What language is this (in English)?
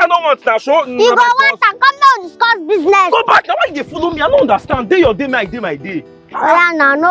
Nigerian Pidgin